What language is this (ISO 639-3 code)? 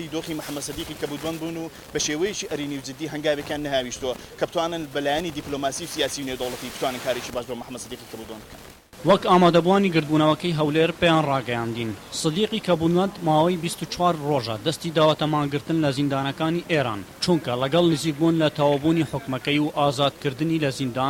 ckb